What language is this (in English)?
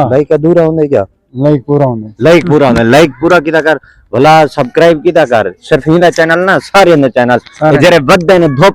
Saraiki